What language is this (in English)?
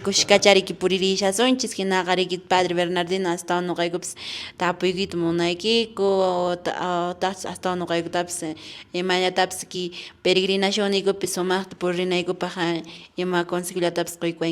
Quechua